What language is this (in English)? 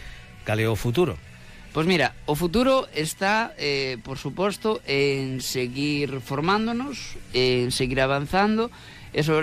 Galician